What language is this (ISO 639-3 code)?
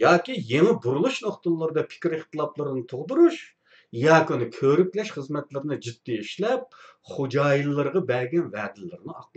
uig